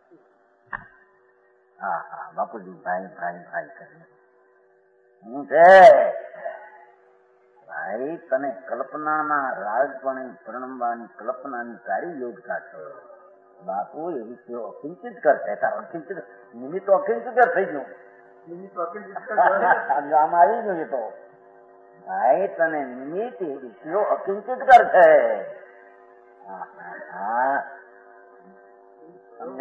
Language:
Gujarati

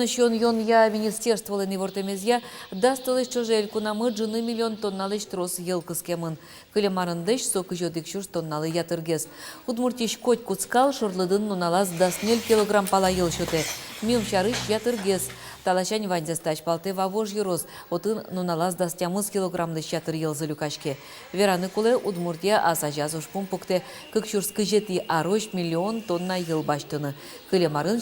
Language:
Udmurt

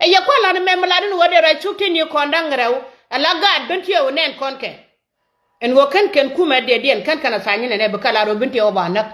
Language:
Nuer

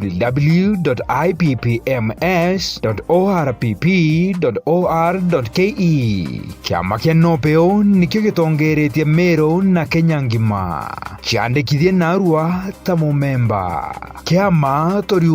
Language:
Meru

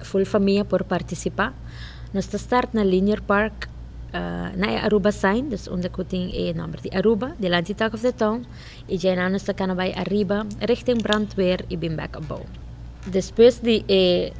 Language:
Papiamento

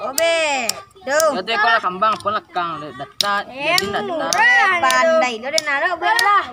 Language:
Minangkabau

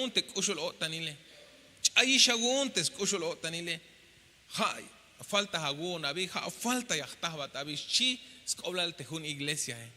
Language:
Tzeltal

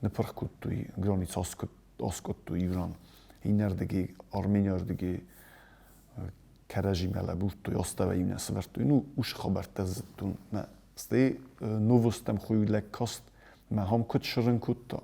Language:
Ossetic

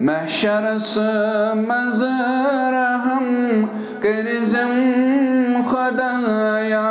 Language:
Kashmiri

